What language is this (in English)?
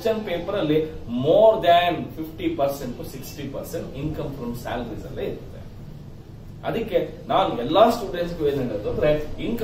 Kannada